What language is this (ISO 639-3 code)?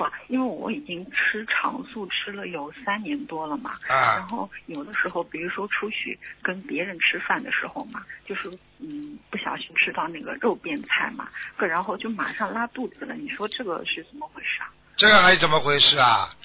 zho